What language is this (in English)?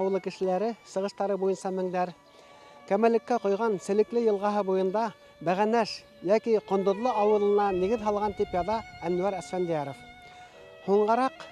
Bashkir